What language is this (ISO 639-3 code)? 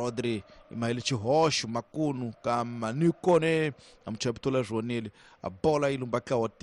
tso